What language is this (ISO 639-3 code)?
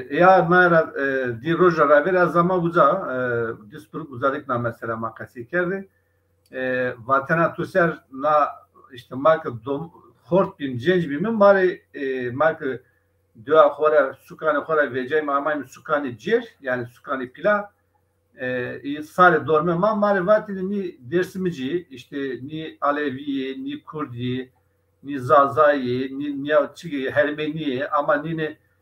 zza